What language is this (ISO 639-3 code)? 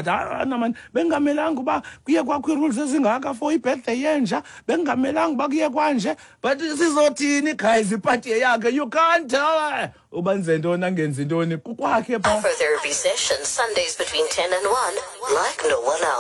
xho